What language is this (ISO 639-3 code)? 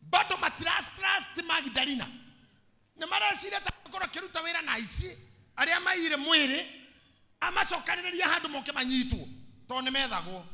kik